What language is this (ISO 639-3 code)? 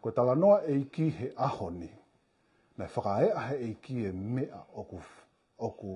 ton